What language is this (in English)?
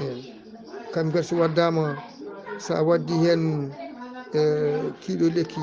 Fula